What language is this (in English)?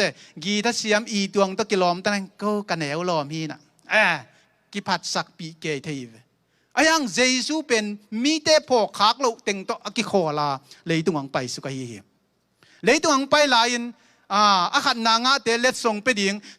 Tedim Chin